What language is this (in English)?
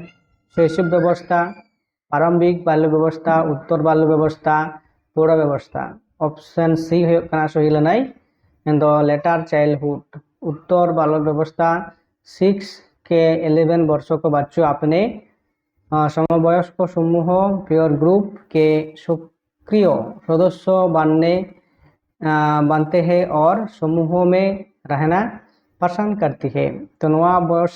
Santali